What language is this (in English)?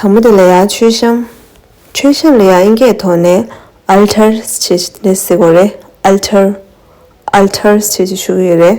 Tibetan